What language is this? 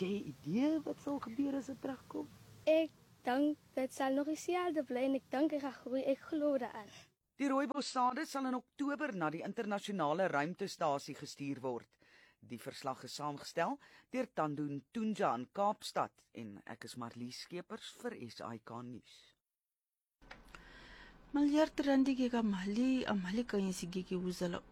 Afrikaans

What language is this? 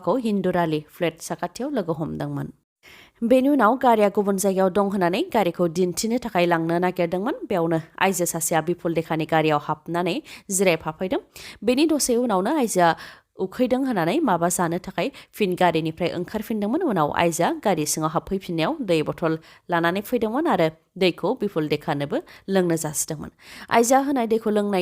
Bodo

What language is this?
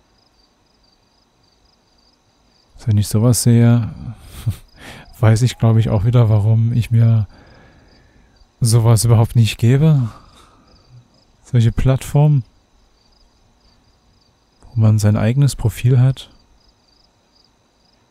German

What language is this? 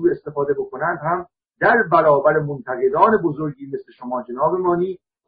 Persian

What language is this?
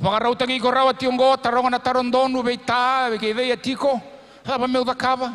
Fijian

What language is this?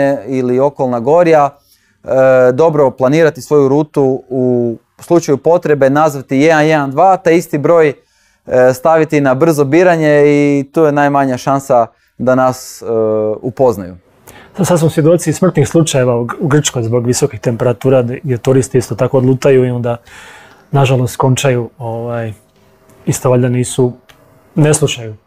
Croatian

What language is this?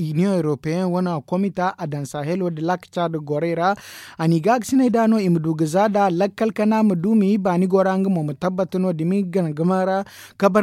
Zarma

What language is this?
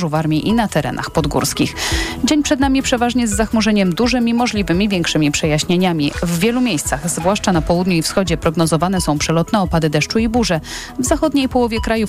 Polish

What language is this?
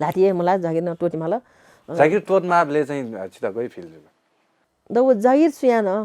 Newari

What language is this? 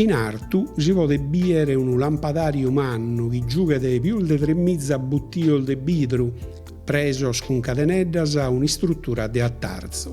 Sardinian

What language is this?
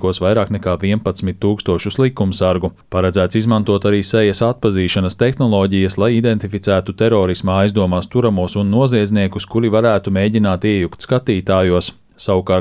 Latvian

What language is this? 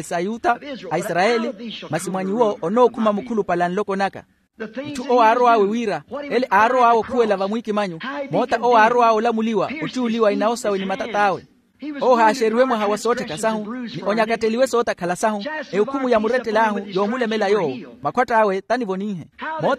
Makhuwa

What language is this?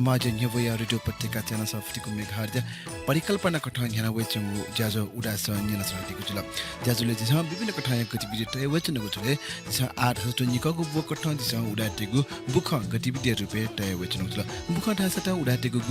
Newari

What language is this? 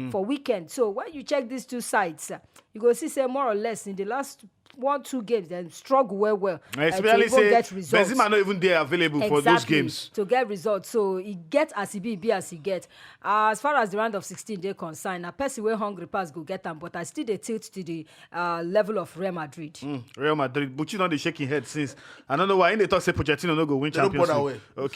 Nigerian Pidgin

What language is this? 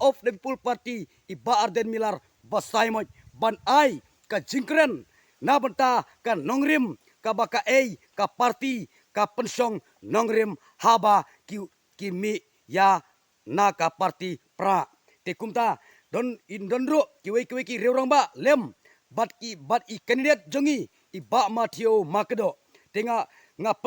Khasi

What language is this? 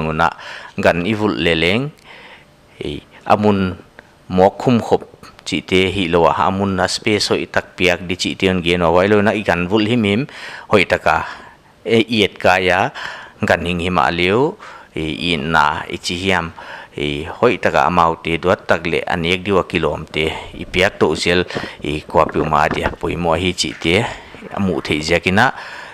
Paite Chin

